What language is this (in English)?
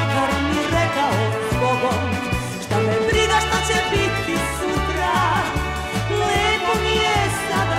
Serbian